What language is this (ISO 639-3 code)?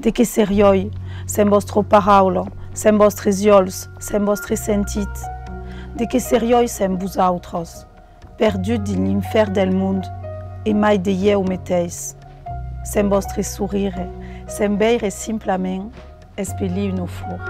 oci